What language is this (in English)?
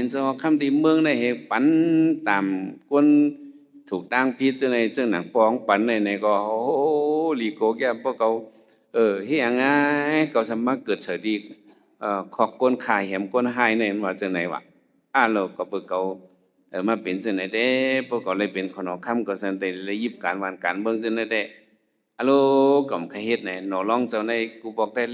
Shan